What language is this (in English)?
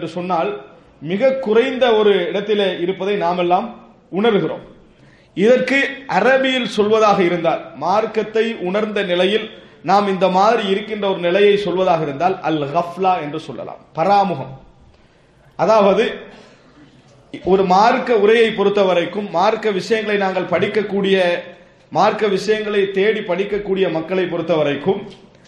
Tamil